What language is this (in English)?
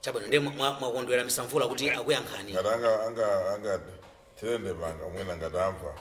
Nyanja